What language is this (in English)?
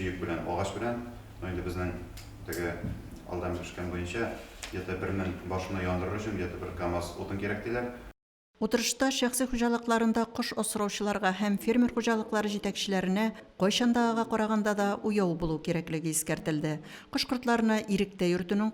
Tatar